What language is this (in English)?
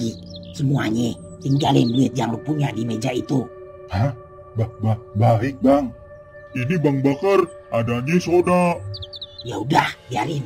Betawi